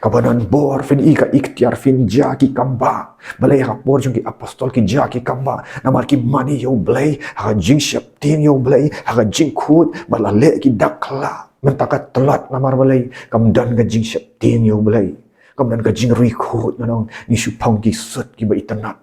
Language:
Khasi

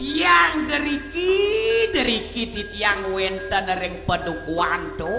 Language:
Balinese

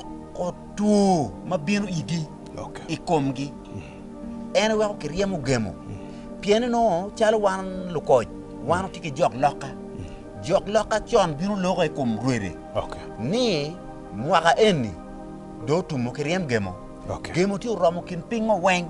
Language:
Acoli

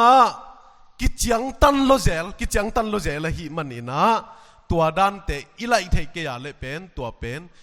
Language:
Tedim Chin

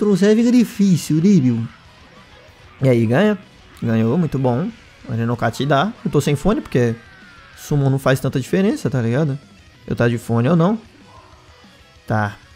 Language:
Portuguese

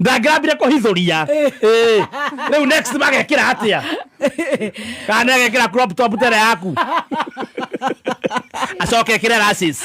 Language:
Kikuyu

